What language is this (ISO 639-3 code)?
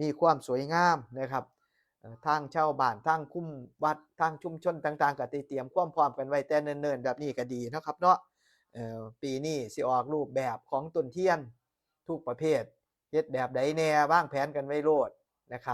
tts